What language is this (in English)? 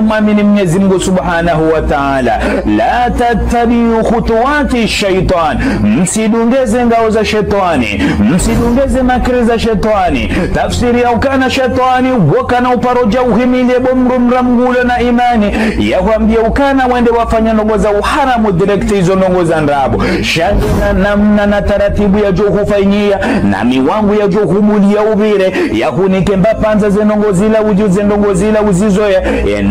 Ngazidja Comorian